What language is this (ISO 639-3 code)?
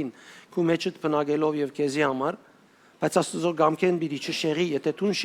hyw